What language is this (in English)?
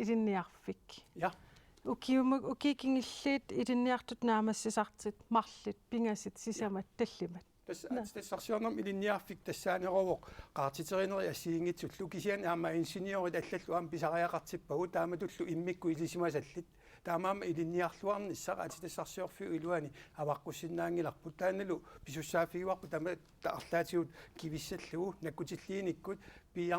Kalaallisut